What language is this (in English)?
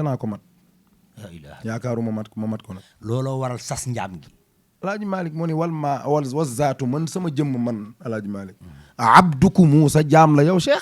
Wolof